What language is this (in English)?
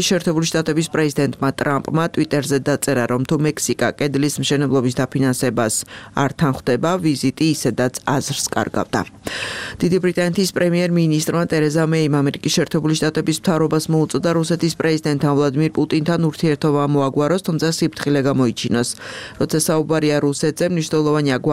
Georgian